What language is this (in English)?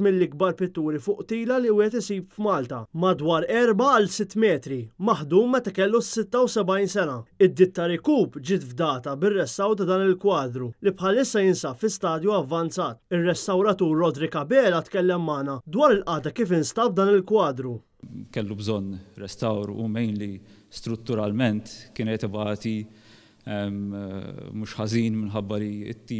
Maltese